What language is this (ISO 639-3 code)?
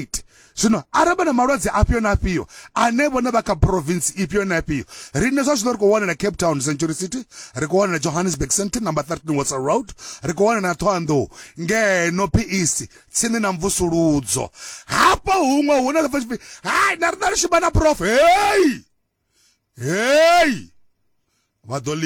ven